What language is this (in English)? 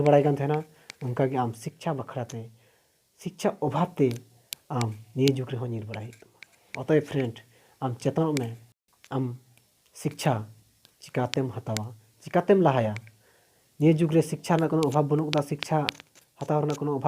Santali